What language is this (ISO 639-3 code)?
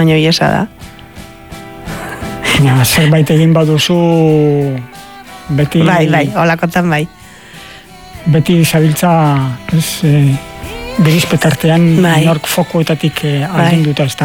eus